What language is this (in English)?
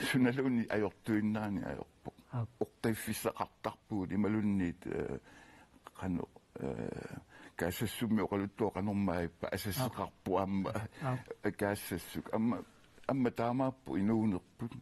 Kalaallisut